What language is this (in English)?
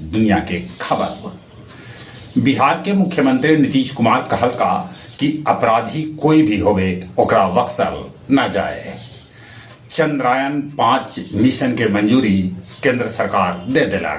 Magahi